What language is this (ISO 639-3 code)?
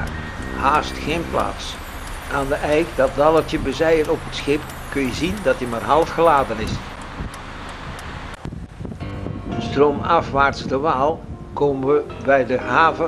nld